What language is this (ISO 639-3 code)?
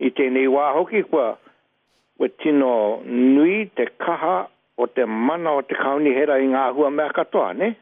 mri